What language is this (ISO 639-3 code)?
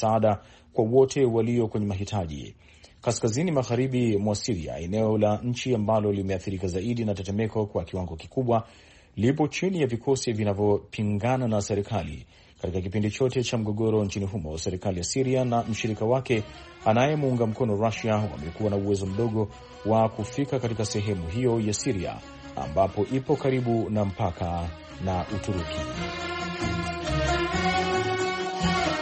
swa